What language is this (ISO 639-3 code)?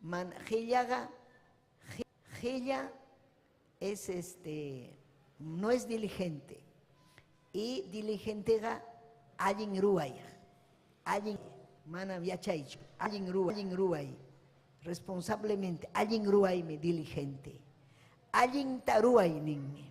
quy